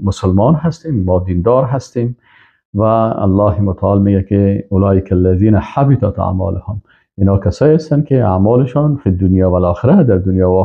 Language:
Persian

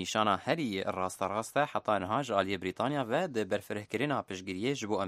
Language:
Kurdish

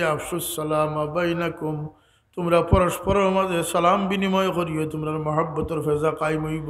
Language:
Sylheti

